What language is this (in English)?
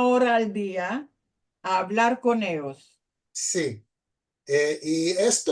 Ladino